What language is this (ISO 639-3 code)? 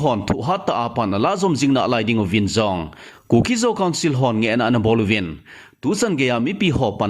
tcz